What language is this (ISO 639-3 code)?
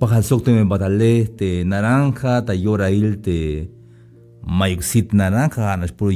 tzh